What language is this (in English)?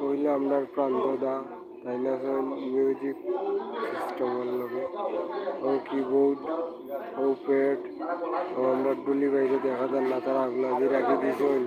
Sylheti